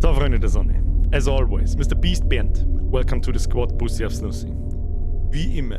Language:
Bavarian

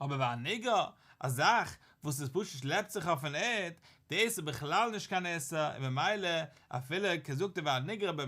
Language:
Yiddish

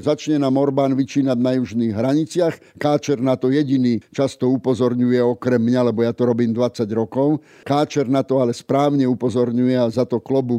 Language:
Slovak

